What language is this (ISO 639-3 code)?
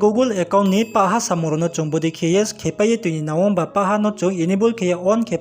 ria